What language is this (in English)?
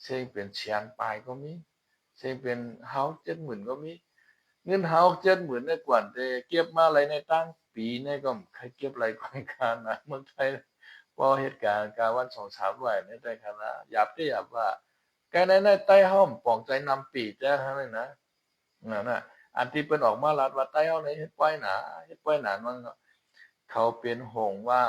Shan